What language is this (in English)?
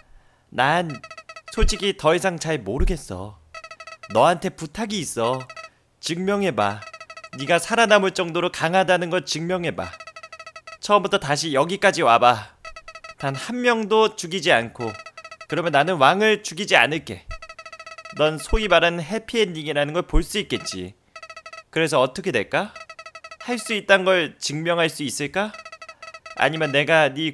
Korean